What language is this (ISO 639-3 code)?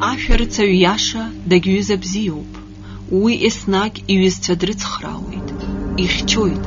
abk